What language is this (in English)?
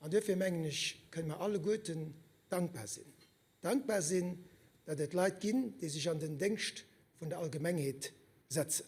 Luxembourgish